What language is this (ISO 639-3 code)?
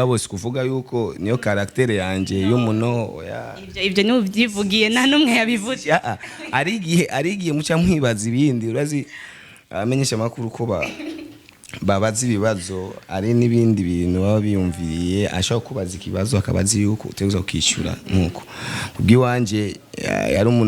run